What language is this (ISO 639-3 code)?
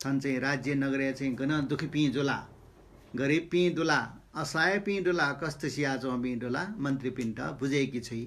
new